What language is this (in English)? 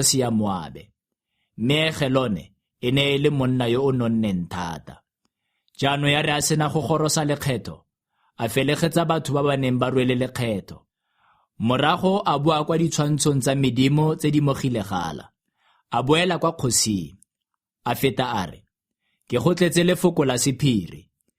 Tswana